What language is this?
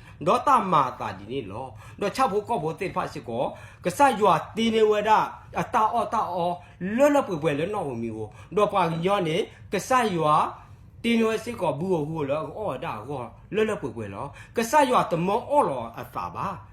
S'gaw Karen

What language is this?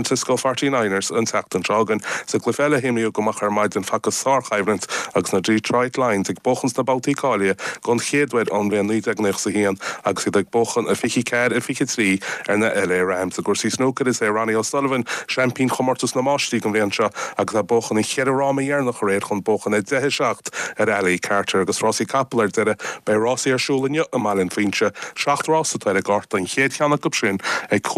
Irish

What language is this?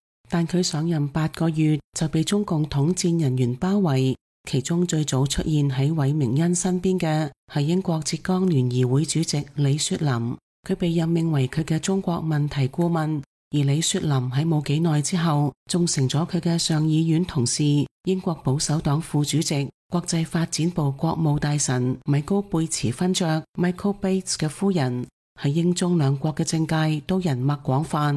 Cantonese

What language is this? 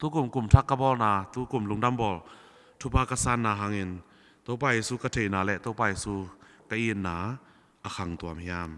Tedim Chin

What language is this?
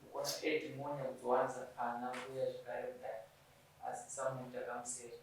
Shona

